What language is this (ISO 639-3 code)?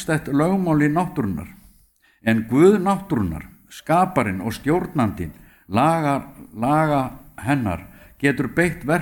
isl